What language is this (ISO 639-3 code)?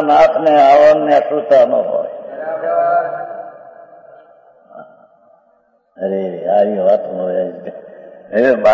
guj